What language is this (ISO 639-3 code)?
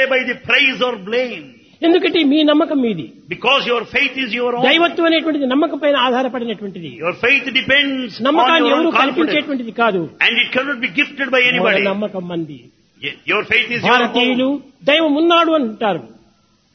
tel